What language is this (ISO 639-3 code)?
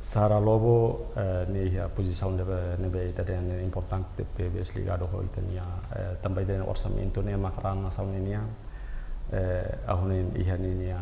tet